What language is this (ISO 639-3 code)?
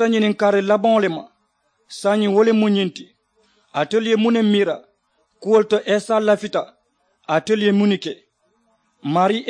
man